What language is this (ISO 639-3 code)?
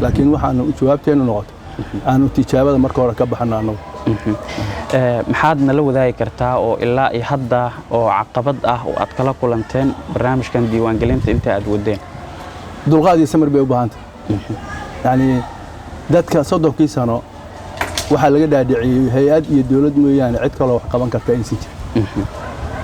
som